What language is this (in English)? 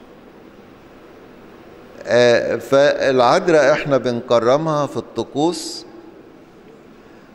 Egyptian Arabic